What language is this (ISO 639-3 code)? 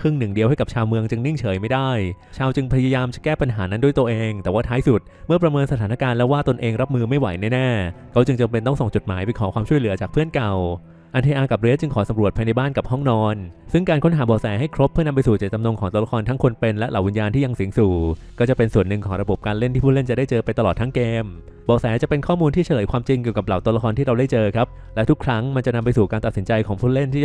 tha